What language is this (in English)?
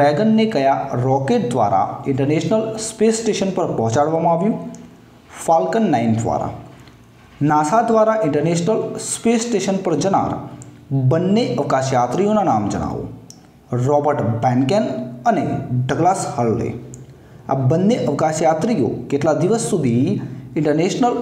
Gujarati